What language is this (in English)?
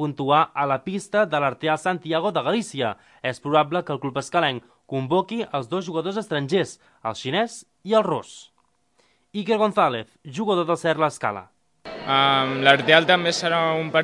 Catalan